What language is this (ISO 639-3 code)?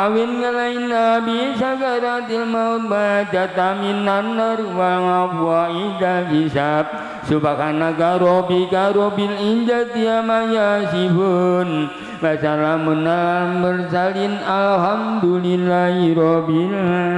jav